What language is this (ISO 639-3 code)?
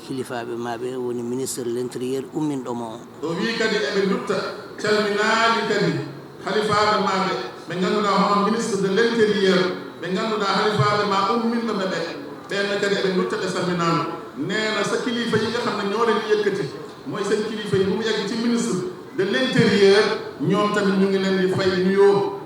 ful